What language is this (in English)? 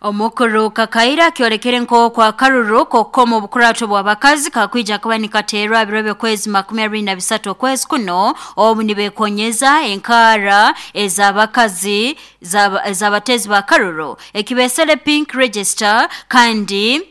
Nyankole